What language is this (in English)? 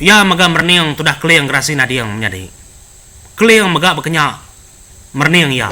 Iban